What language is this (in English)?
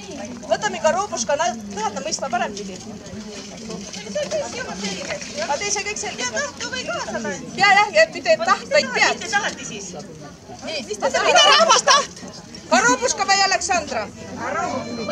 Estonian